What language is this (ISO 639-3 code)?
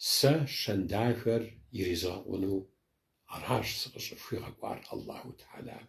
kbd